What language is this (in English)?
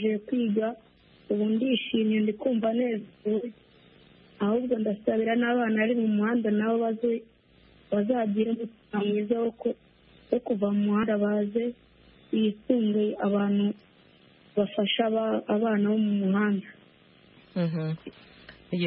Kinyarwanda